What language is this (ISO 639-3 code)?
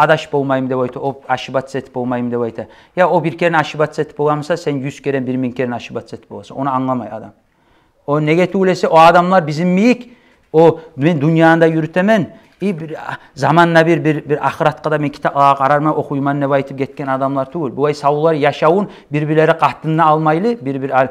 kum